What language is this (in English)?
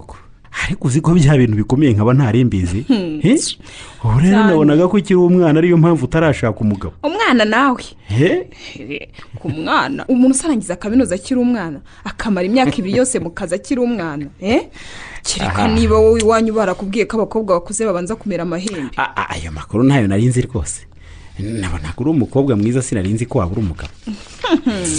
Kinyarwanda